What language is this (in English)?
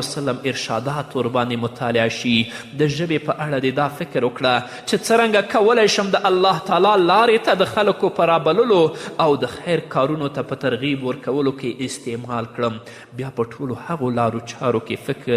Pashto